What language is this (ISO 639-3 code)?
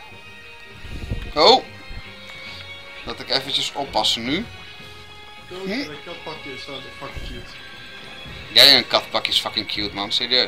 nld